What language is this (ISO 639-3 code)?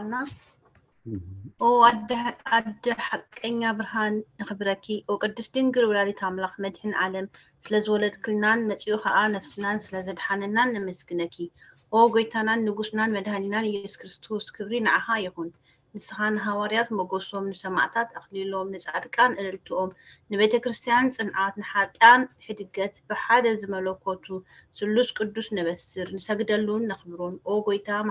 tir